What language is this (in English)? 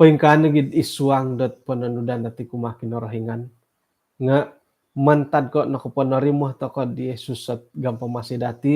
Central Dusun